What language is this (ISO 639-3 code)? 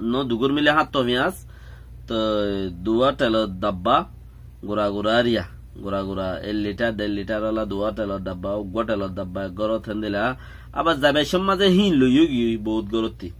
rhg